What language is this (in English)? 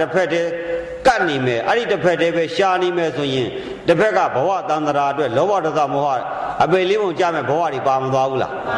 Burmese